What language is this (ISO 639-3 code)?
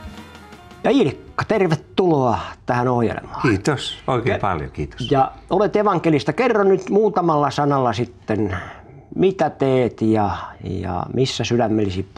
fin